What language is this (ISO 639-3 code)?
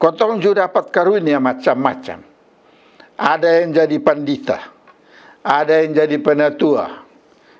mkn